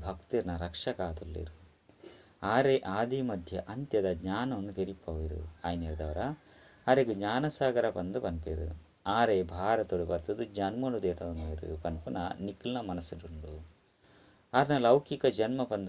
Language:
Tulu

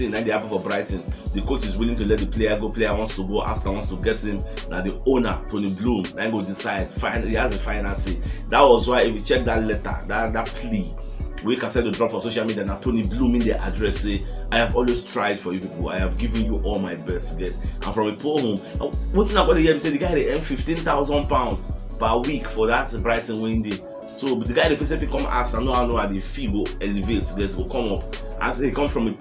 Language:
Nigerian Pidgin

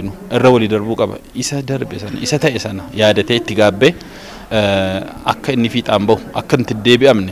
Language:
Oromo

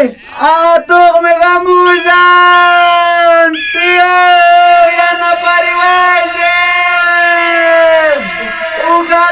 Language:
Quechua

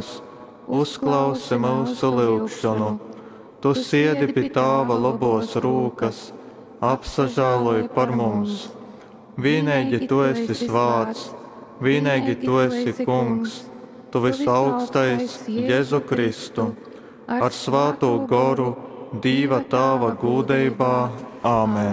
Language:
Latgalian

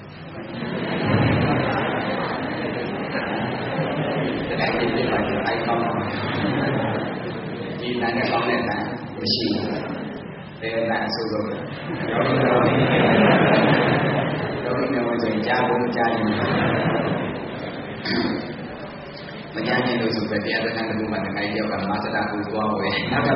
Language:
Burmese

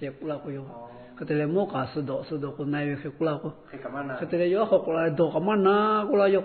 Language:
Lahu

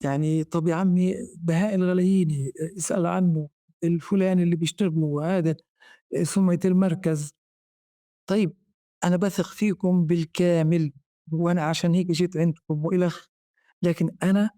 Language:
North Levantine Arabic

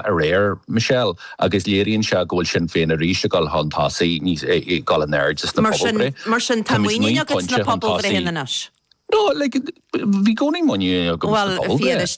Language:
Irish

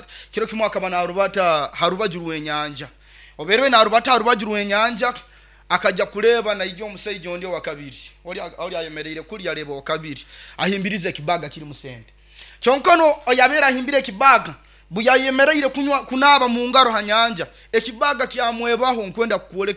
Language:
Nyoro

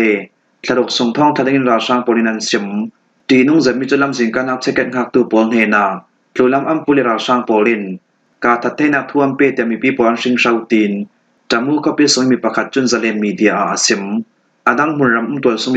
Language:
Falam Chin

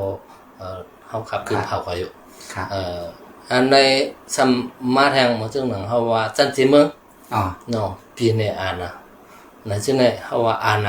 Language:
Shan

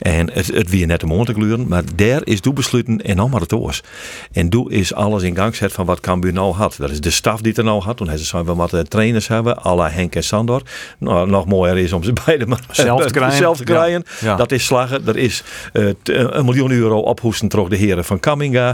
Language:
Western Frisian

